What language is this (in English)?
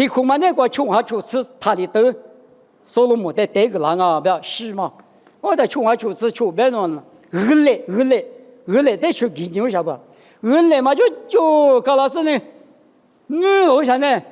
Lisu